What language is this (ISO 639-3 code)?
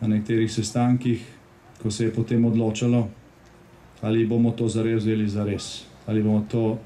slv